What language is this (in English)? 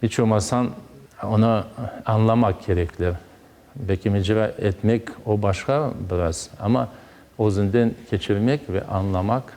Crimean Tatar